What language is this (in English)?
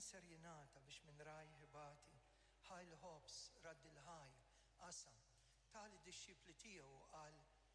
Maltese